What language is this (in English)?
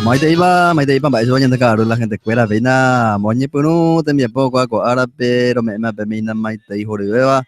Guarani